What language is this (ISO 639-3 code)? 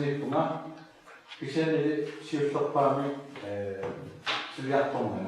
fao